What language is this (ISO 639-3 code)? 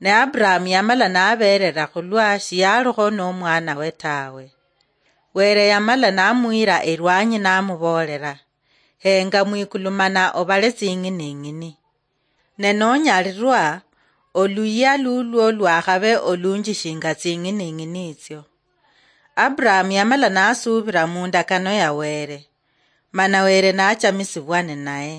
luy